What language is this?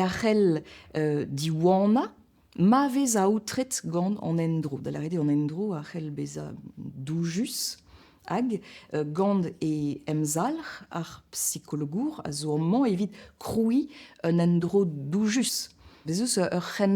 Breton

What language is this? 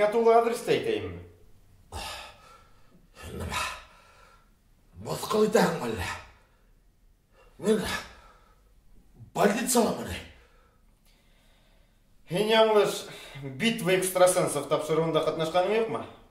Bashkir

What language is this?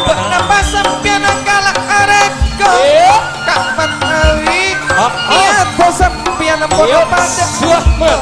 Madurese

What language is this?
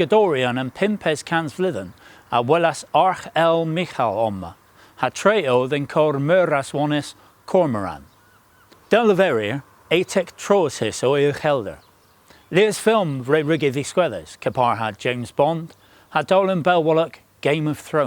Cornish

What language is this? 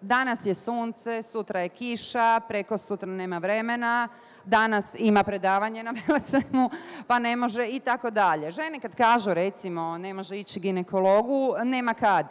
Bosnian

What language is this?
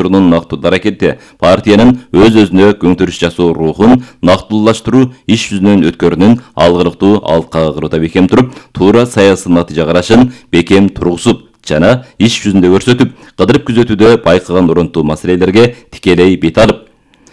Kyrgyz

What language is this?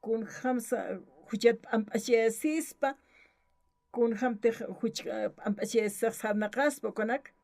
Aymara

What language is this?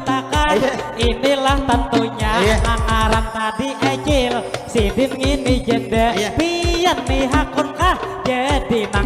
Banjar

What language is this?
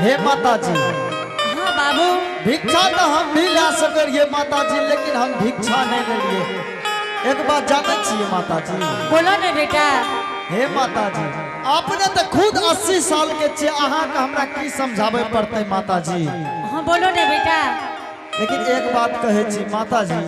Angika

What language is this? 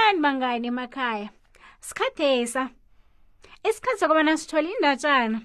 South Ndebele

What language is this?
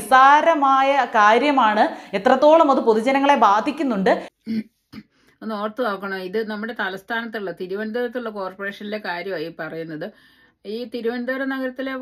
Malayalam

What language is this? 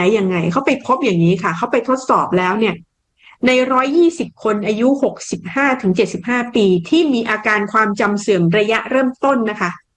Thai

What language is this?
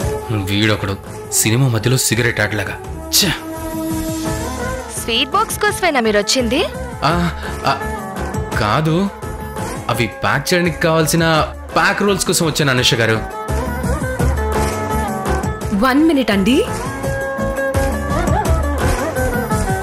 Telugu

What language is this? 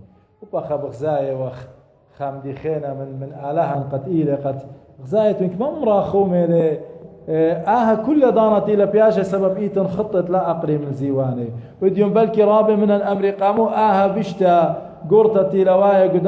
Assyrian Neo-Aramaic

